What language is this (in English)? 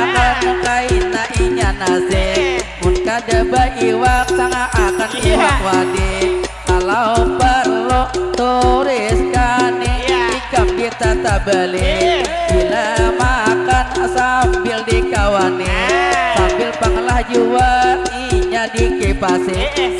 Banjar